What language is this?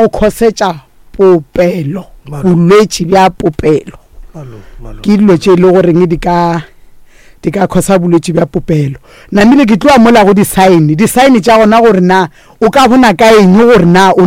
Northern Sotho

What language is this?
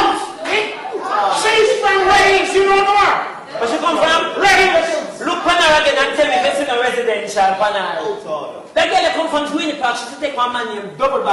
Jamaican Creole English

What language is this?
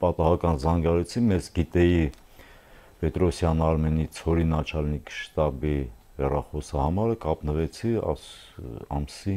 Armenian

